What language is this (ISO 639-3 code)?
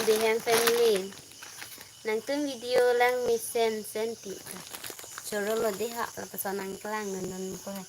mjw